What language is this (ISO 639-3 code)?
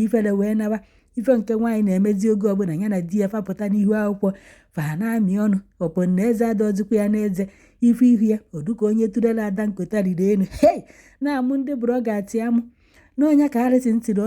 ibo